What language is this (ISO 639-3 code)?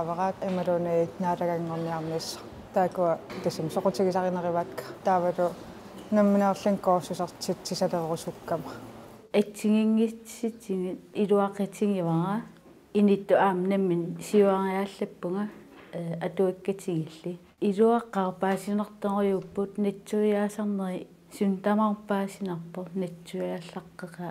kal